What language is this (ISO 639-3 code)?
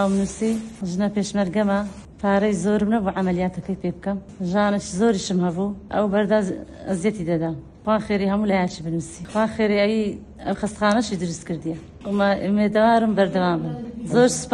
ckb